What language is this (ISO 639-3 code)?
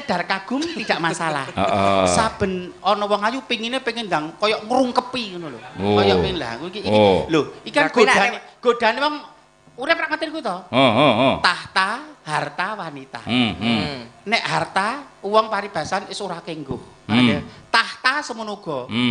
jav